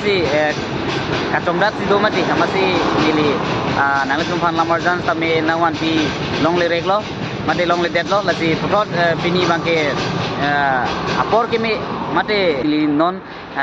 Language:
Karbi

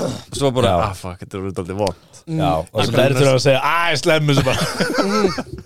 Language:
Icelandic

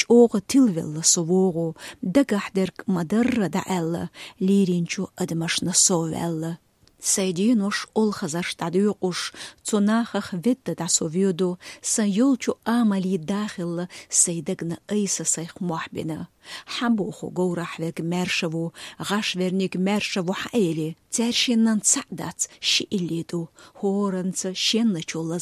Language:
Chechen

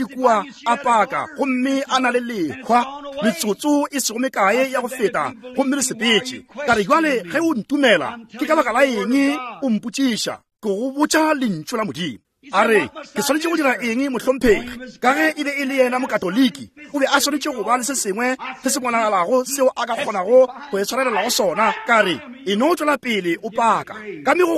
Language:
Northern Sotho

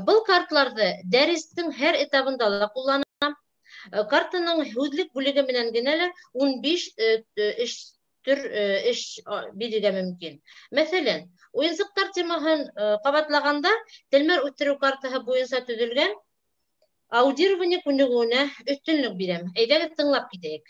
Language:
Bashkir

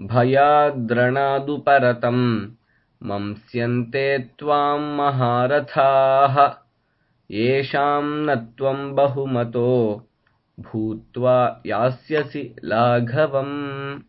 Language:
Sanskrit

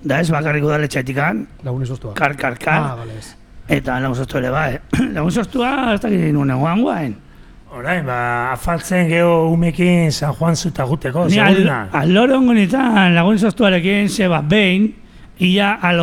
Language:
Basque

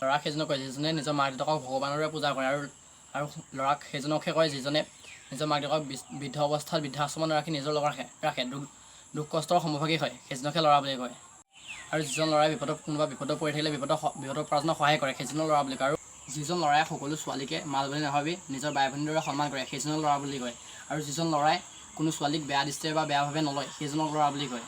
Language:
Assamese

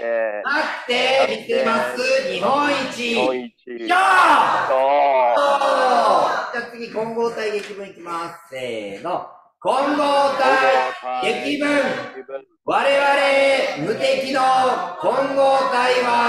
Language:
Japanese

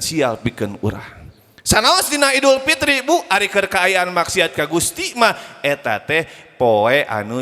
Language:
Sundanese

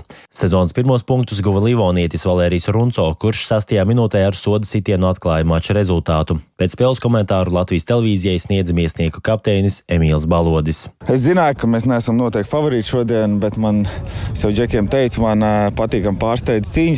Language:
Latvian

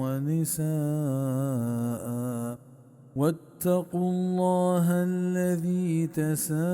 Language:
Baluchi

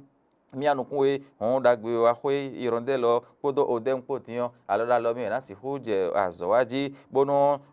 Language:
Fon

